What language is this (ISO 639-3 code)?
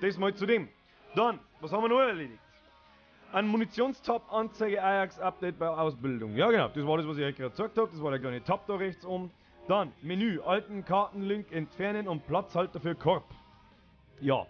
bar